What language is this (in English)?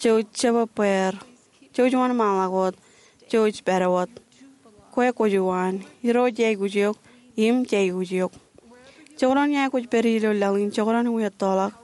Marshallese